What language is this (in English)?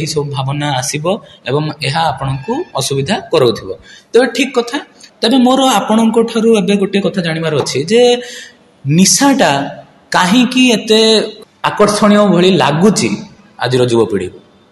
Odia